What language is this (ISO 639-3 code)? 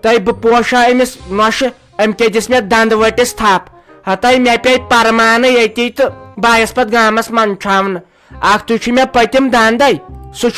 kas